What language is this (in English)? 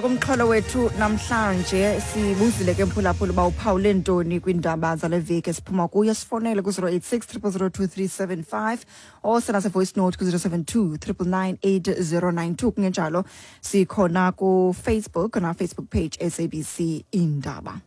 Xhosa